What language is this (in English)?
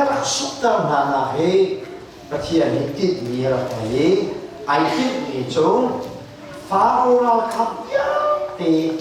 Hakha Chin